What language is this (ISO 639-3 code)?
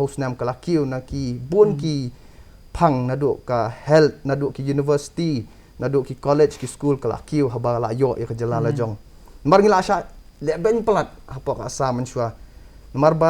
kha